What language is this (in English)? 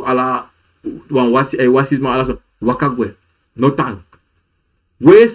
Sranan Tongo